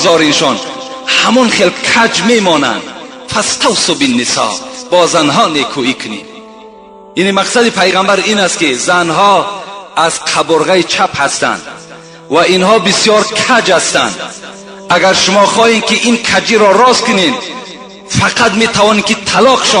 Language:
Tajik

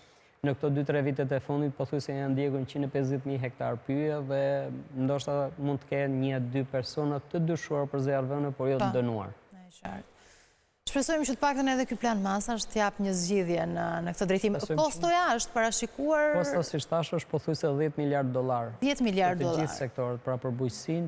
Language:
Albanian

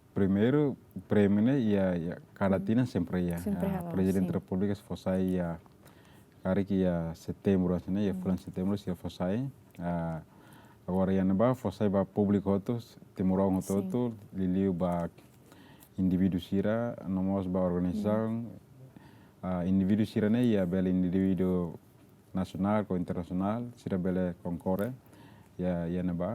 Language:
Tetum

